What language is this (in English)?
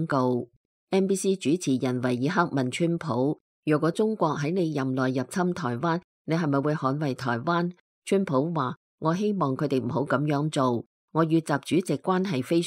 Cantonese